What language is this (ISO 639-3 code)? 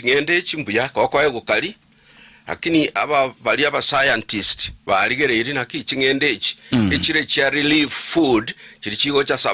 guz